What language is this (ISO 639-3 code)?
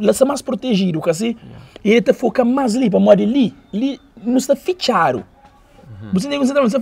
kea